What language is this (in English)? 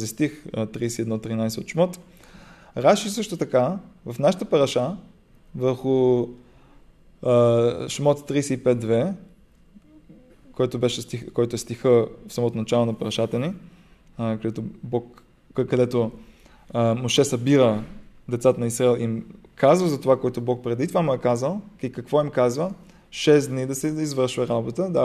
Bulgarian